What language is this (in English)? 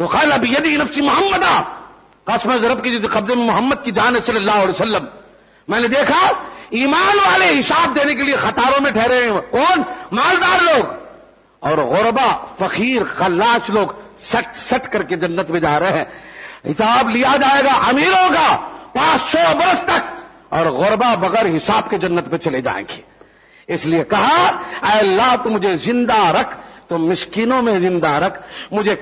Urdu